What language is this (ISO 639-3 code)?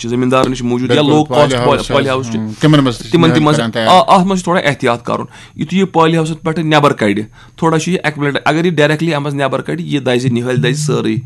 kas